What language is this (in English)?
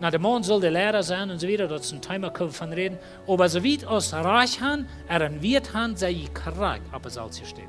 Plautdietsch